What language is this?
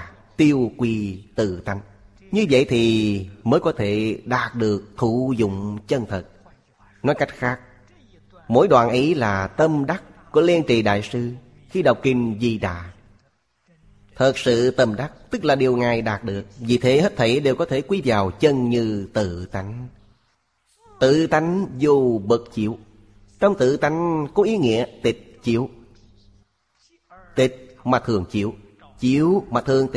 Vietnamese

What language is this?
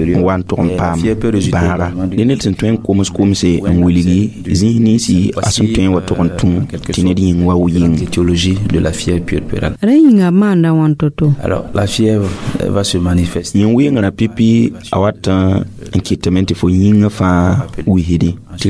Mossi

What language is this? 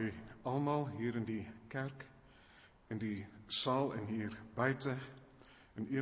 Afrikaans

